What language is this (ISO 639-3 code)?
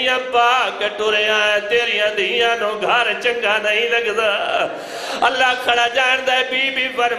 skr